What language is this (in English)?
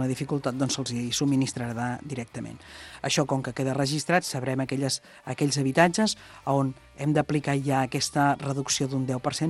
Catalan